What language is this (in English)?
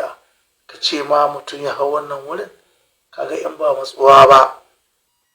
Hausa